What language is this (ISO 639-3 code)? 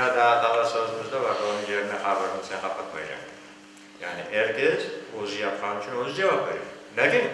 crh